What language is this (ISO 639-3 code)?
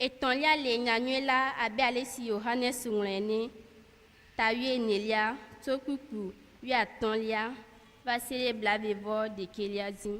ewe